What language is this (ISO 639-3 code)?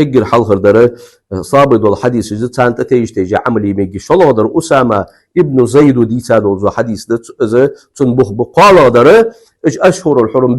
inh